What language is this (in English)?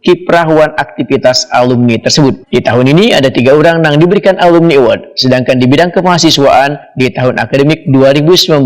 Banjar